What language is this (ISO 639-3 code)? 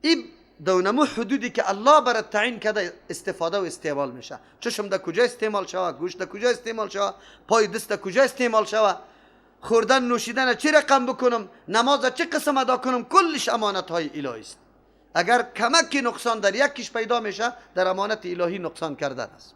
fas